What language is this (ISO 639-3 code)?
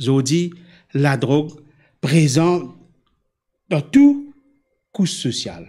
mfe